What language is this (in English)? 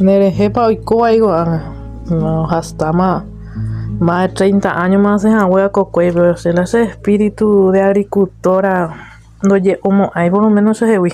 Guarani